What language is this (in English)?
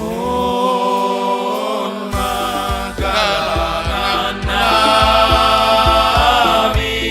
Batak Simalungun